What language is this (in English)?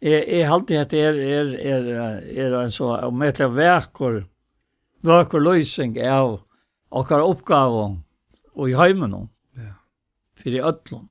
Faroese